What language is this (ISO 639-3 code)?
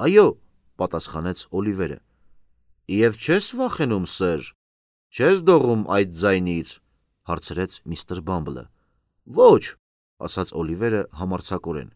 hye